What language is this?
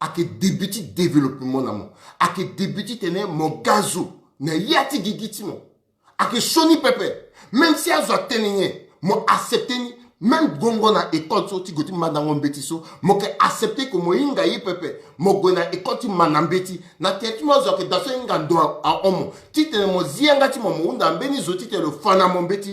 Sango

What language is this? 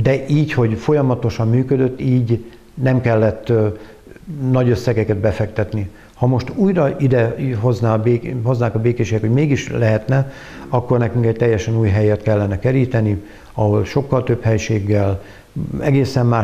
Hungarian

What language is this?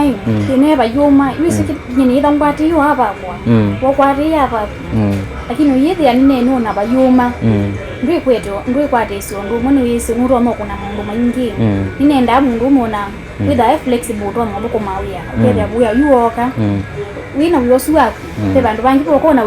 Kamba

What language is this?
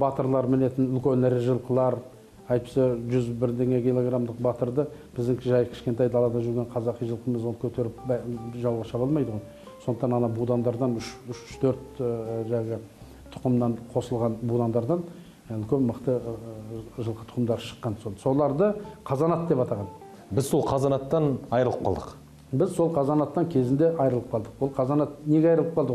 Kazakh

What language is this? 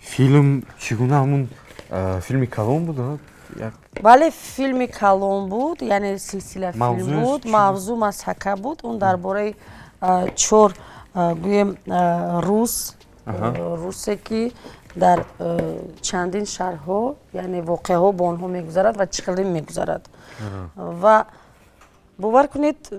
Tajik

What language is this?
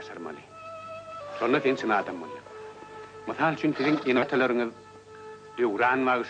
Turkmen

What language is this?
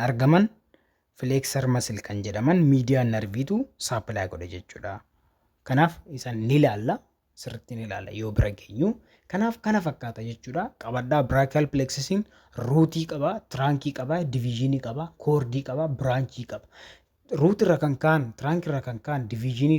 Oromo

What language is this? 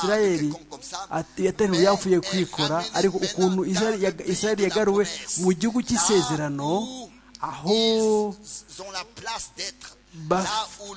Kinyarwanda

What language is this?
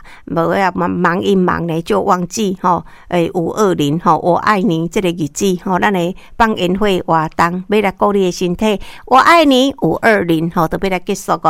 Min Nan Chinese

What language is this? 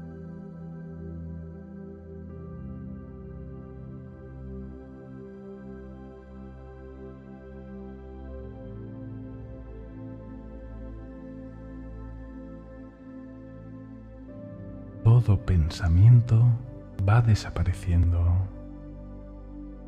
Spanish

